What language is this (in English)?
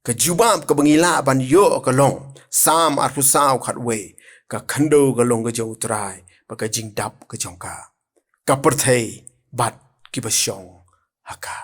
Khasi